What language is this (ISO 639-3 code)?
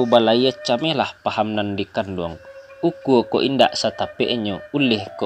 min